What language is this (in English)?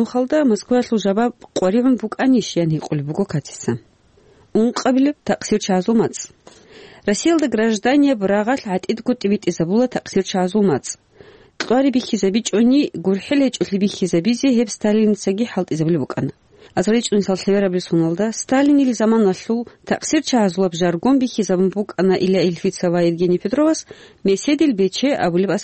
Avaric